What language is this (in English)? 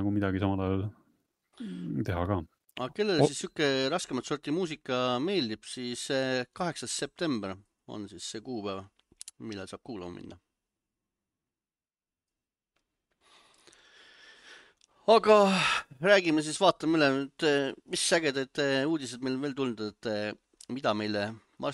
Estonian